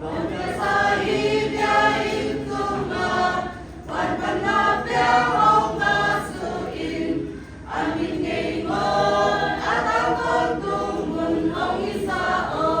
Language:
Siyin Chin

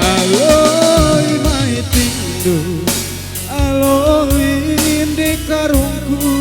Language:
Batak Karo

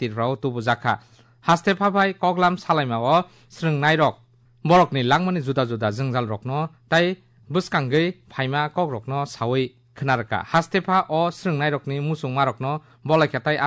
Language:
Kok Borok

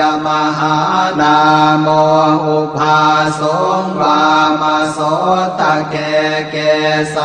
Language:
Pali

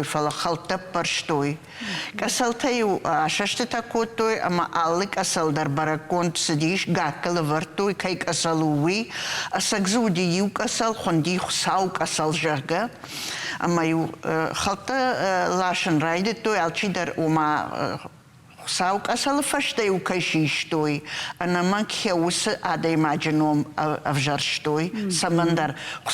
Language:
Ossetic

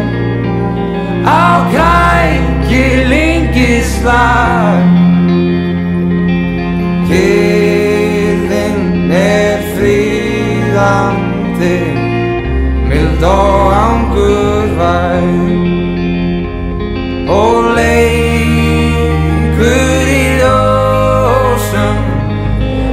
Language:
Icelandic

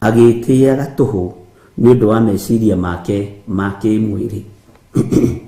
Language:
Kikuyu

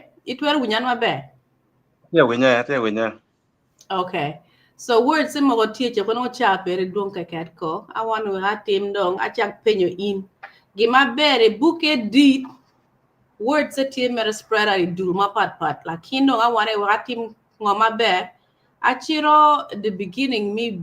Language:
Acoli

